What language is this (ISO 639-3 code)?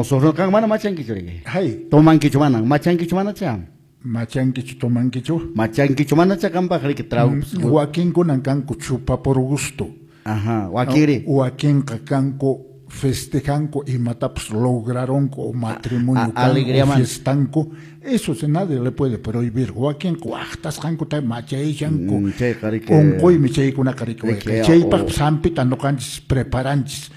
que